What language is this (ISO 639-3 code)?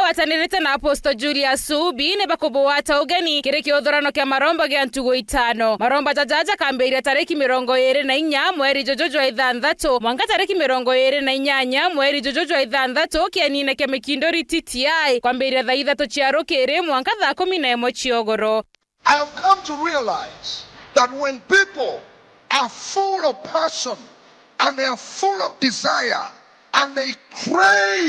mer